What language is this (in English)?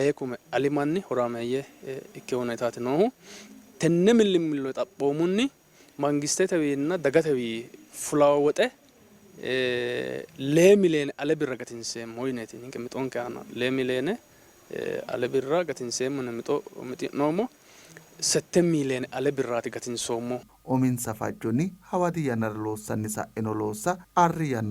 Sidamo